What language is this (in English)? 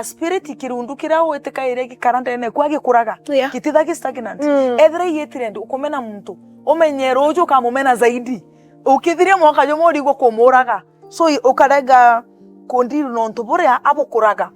Meru